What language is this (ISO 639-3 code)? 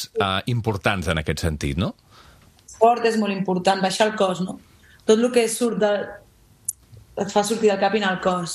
cat